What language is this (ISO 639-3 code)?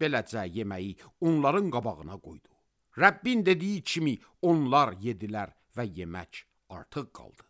aze